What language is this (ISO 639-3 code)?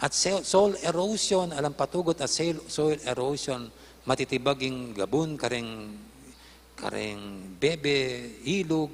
pam